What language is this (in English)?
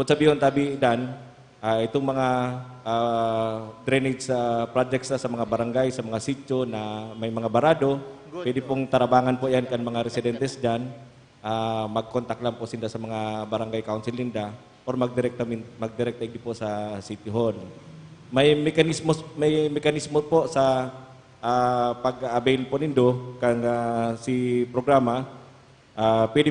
Bikol